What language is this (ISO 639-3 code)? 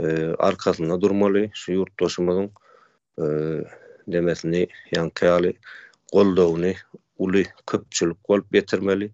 tuk